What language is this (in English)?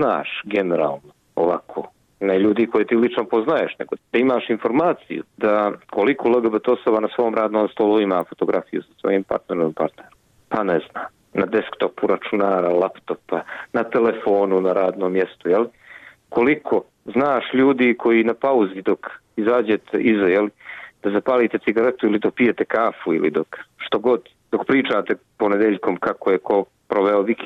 Bosnian